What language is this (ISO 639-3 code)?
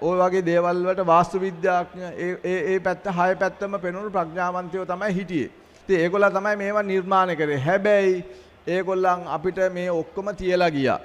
sin